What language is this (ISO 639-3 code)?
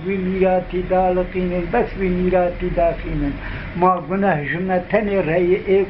kur